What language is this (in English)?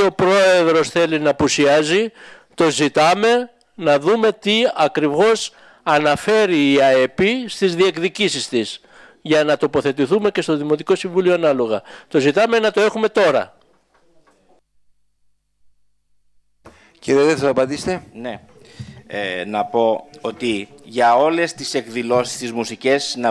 Greek